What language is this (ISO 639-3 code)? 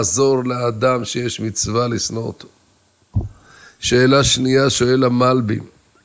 heb